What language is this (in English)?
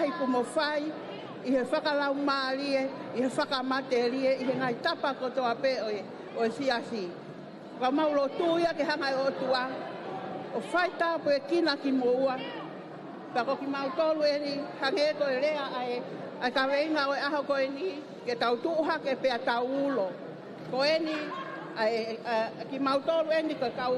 Tongan